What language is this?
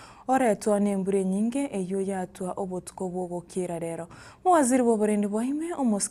Gusii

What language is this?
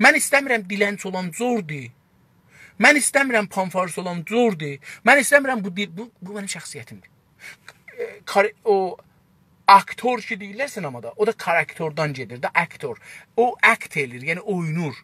South Azerbaijani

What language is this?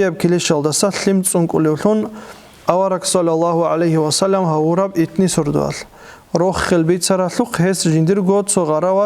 Avaric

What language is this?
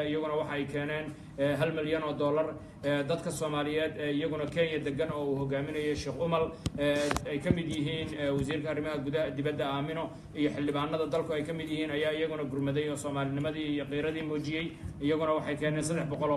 Somali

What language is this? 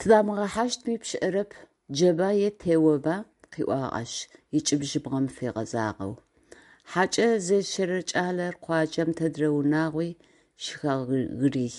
Adyghe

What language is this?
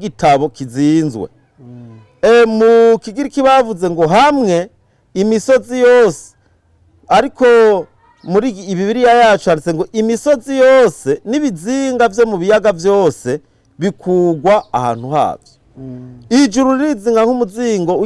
Rundi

